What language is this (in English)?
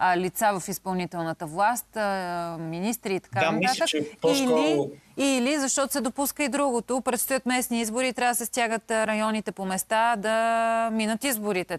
Bulgarian